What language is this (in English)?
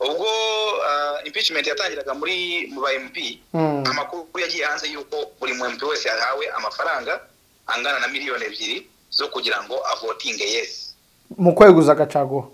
Kinyarwanda